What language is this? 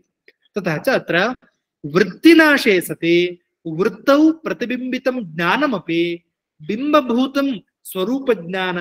Sanskrit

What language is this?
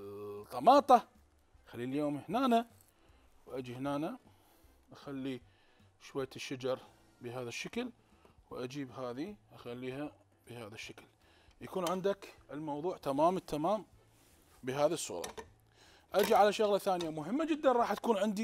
Mesopotamian Arabic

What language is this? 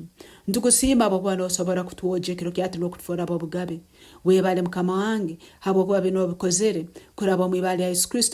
Nyankole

